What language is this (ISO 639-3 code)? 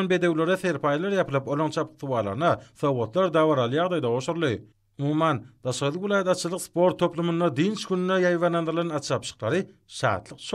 tuk